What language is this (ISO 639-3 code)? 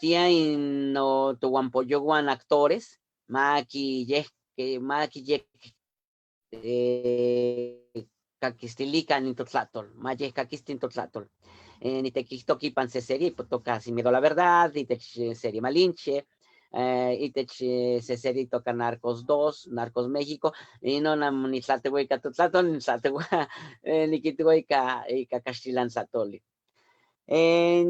nhe